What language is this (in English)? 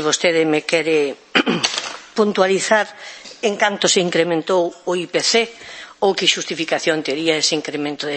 Galician